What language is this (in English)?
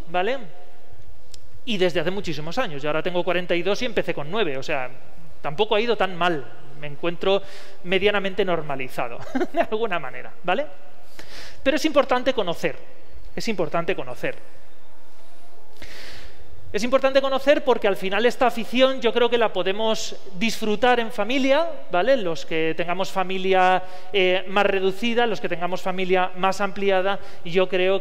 Spanish